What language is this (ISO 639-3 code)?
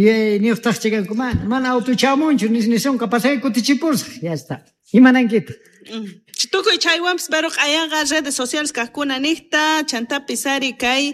que